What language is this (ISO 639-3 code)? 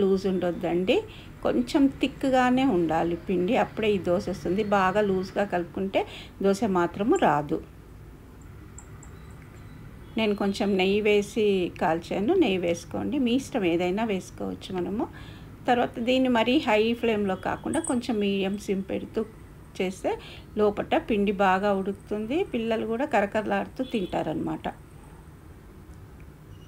tel